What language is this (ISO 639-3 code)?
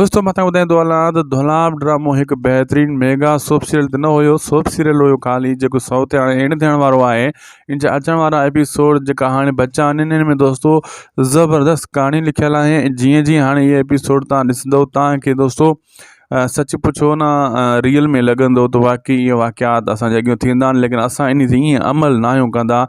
snd